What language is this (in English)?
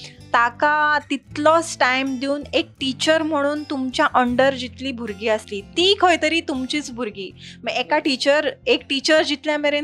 Konkani